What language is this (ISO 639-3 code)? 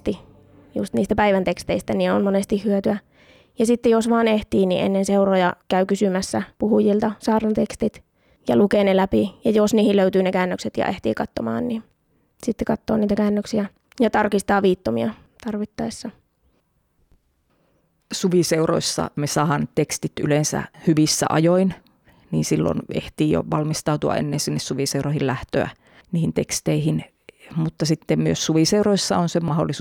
fin